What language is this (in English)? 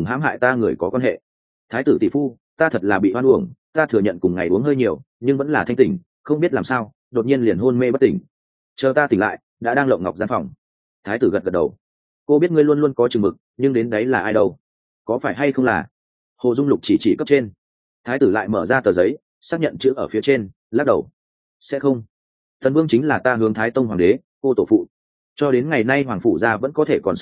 Vietnamese